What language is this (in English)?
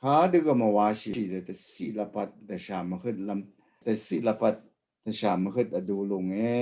Rawang